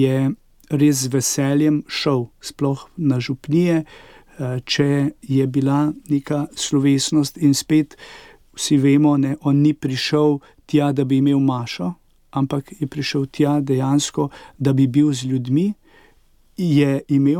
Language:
Slovenian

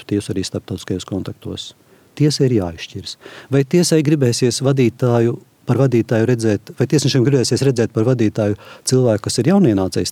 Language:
Latvian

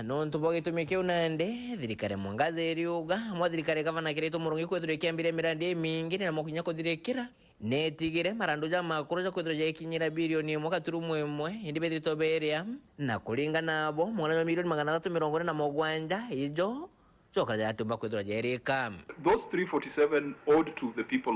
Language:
Meru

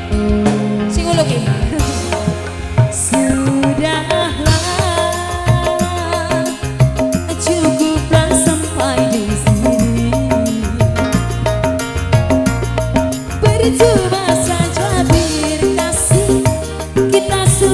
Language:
Indonesian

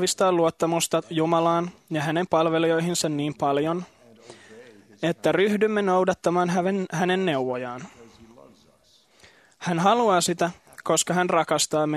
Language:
Finnish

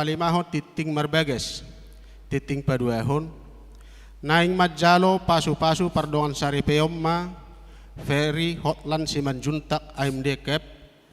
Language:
Batak Toba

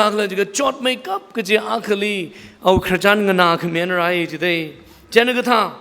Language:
Tangkhul Naga (India)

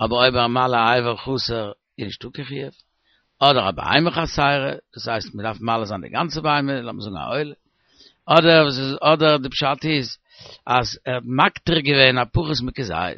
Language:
Yiddish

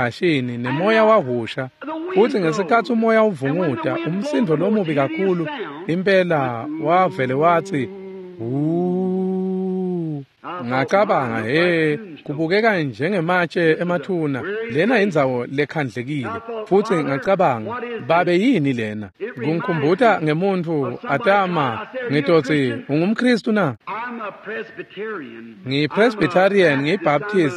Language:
Swati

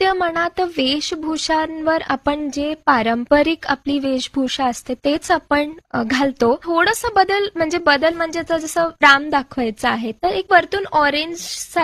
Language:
Marathi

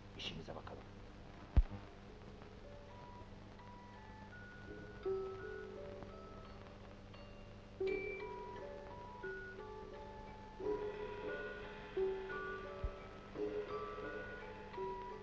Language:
Turkish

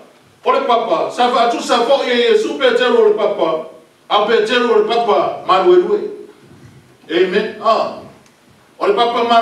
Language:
Samoan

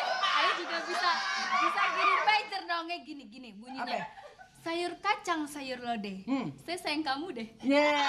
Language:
Betawi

